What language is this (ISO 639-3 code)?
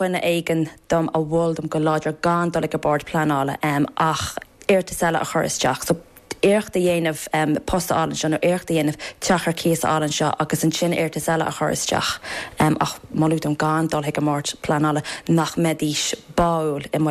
gle